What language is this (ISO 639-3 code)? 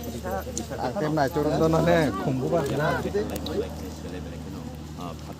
trp